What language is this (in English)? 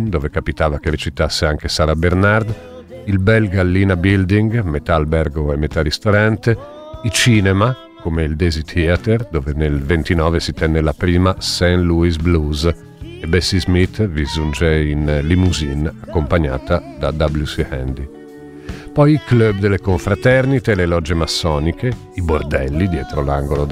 Italian